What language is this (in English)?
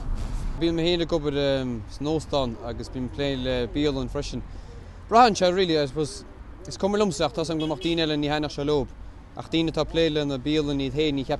Irish